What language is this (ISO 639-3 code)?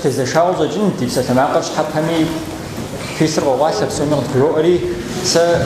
kbd